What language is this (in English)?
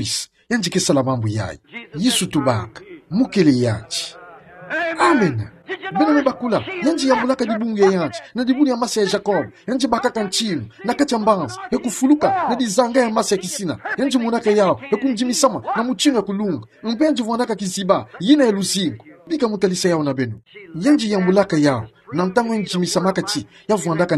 Kituba (Democratic Republic of Congo)